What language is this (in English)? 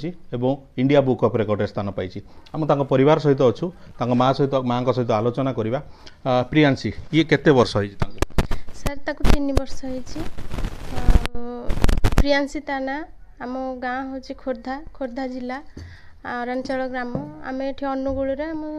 Odia